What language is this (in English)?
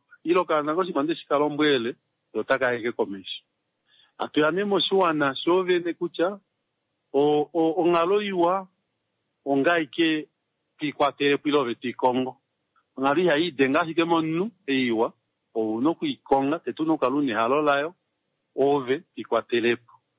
Kuanyama